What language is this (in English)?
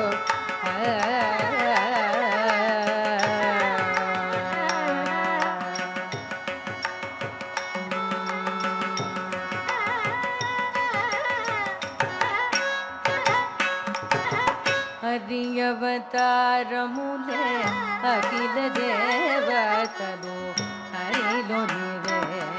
Telugu